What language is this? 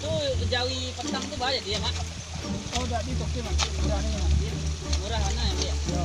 Minangkabau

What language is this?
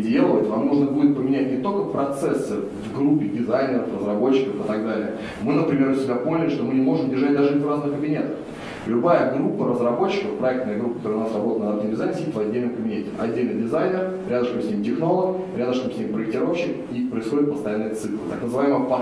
Russian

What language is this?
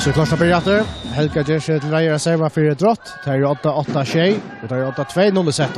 Faroese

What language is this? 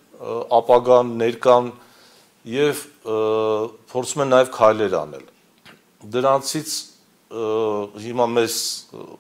Armenian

